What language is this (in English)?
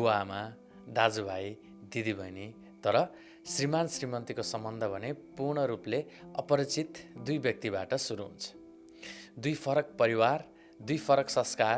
Nepali